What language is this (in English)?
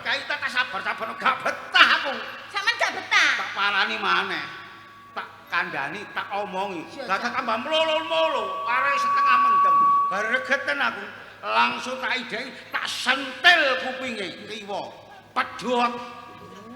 Javanese